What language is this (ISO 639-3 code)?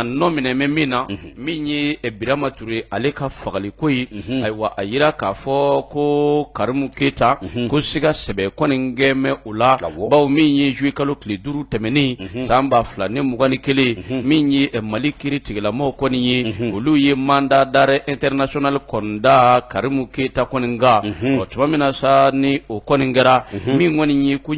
bam